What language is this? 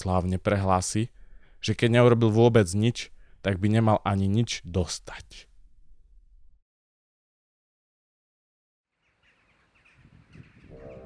Slovak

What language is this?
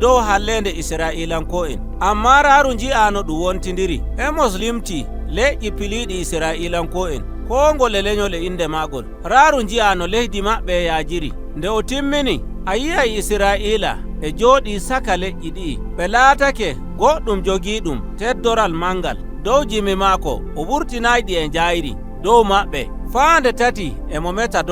Nigerian Fulfulde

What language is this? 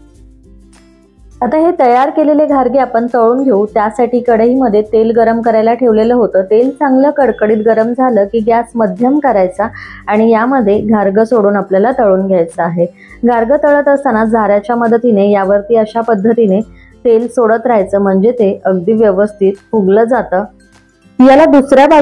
Marathi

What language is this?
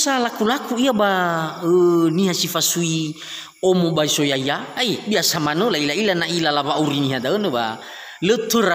Nias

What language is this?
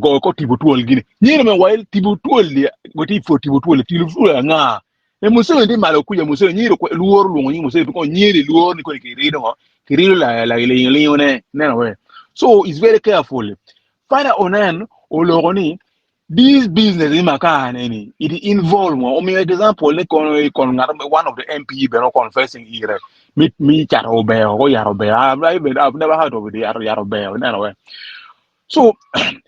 Acoli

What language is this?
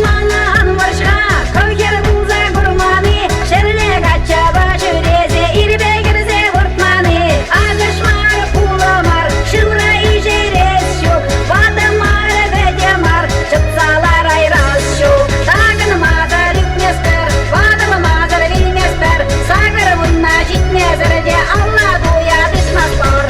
Chuvash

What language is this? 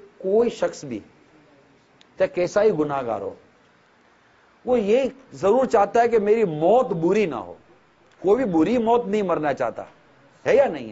Urdu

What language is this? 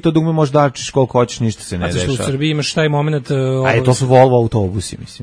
Serbian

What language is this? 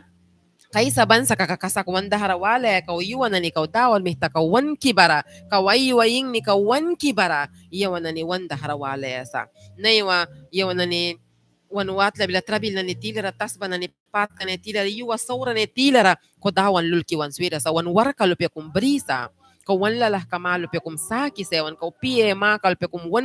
Mískito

